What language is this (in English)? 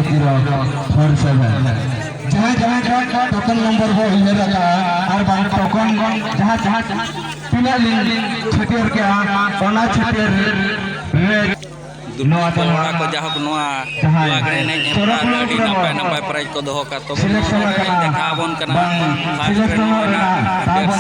Santali